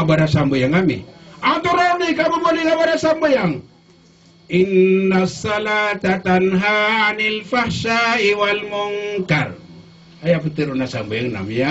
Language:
Maranao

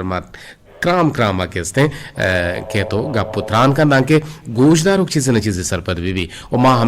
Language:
Eastern Balochi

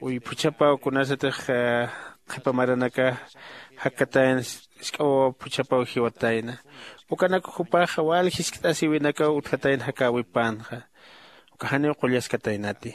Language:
Aymara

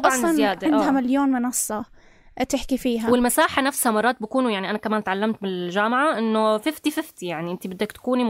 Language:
North Levantine Arabic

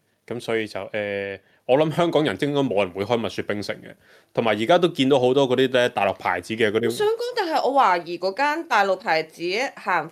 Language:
Cantonese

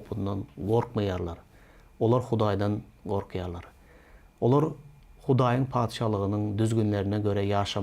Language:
Turkmen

